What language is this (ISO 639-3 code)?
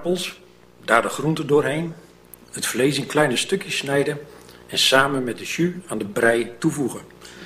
nld